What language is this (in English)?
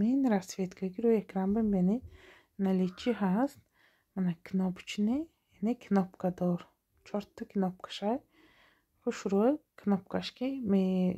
Tajik